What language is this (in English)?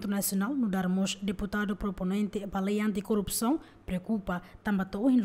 Tetum